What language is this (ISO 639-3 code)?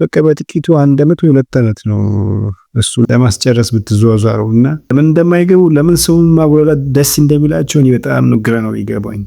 amh